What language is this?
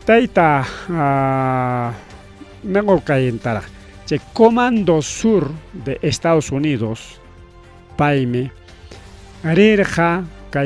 Ayacucho Quechua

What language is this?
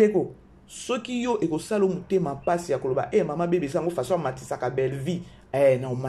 Lingala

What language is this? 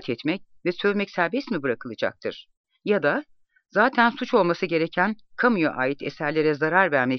Turkish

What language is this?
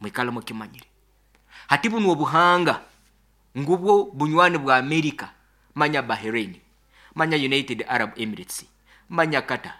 Nyankole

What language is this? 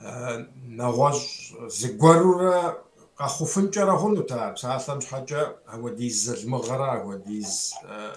Kabardian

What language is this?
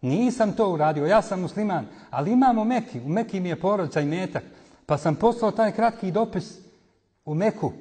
Bosnian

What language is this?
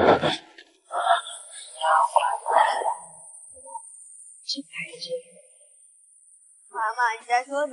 Chinese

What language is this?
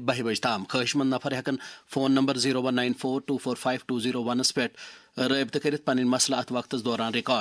Kashmiri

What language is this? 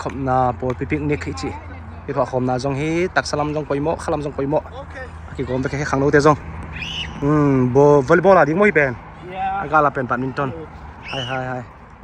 Tedim Chin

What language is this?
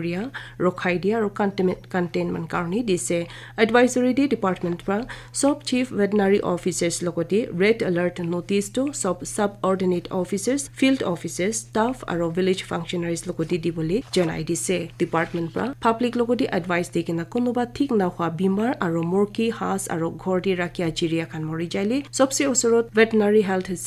Naga Pidgin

